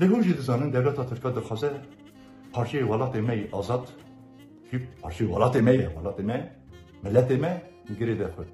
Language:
Kurdish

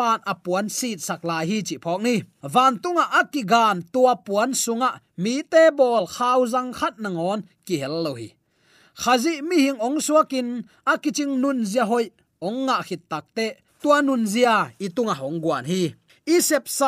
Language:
Tedim Chin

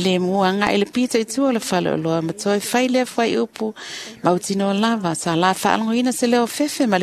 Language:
Samoan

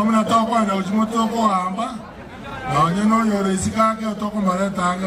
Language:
Gusii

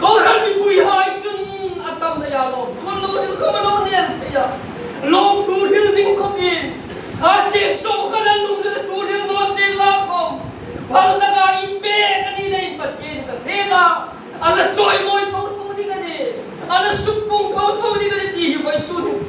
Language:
Hmar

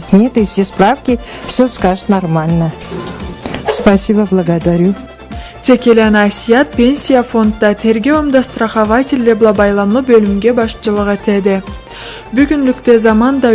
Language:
Karachay-Balkar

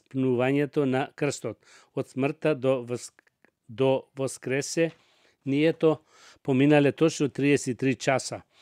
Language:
Macedonian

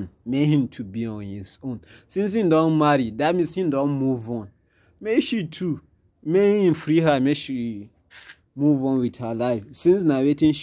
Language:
Nigerian Pidgin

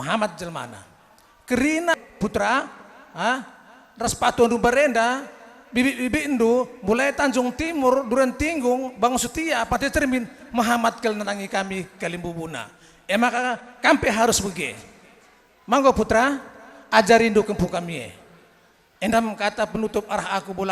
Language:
Batak Karo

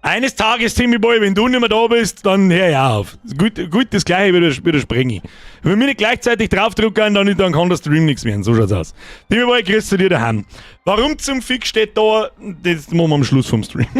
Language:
Bavarian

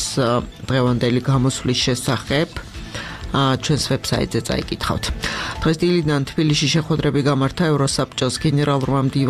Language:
Georgian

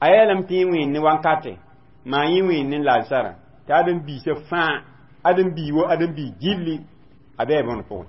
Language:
Mossi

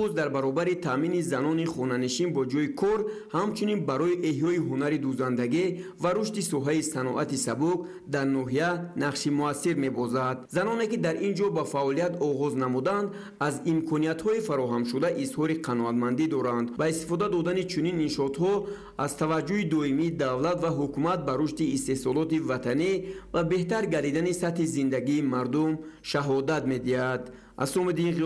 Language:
Tajik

